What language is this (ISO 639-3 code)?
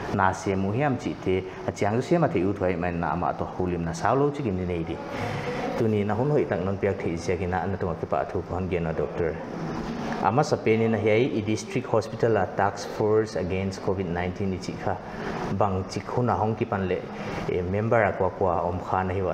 pck